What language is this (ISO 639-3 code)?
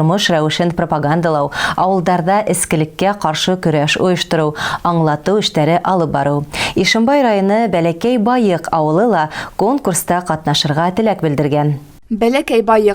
bak